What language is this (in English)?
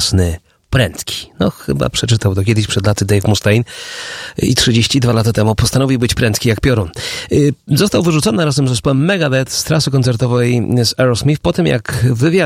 Polish